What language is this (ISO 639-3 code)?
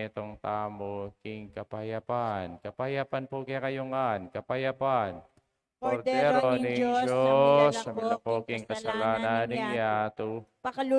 pam